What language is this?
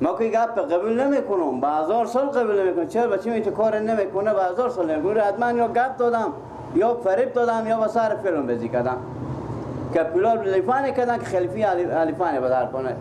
Persian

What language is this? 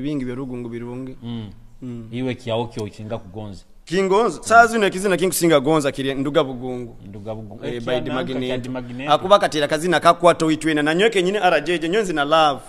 Nyoro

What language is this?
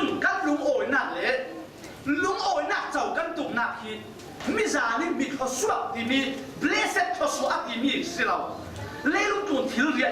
Falam Chin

